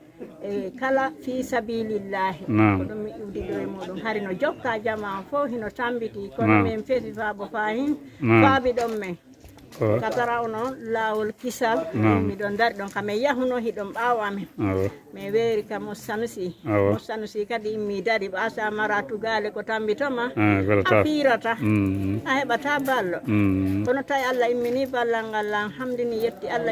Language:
Fula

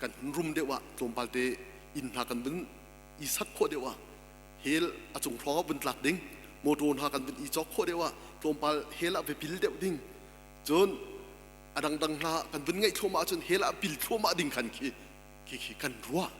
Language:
Hakha Chin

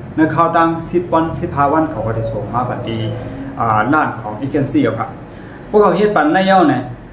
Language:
Shan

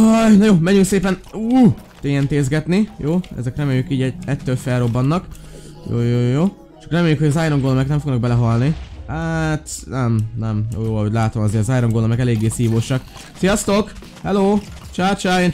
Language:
Hungarian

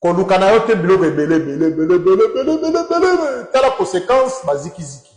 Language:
Lingala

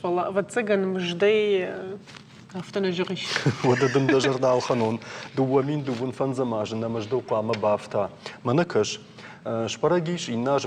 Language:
Ossetic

